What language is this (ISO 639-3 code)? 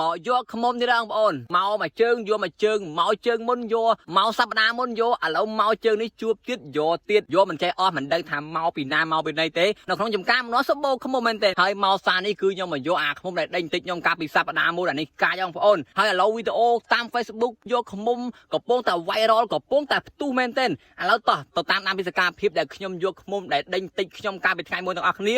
khm